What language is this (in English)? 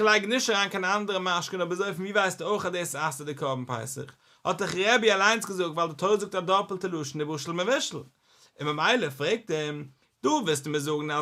Yiddish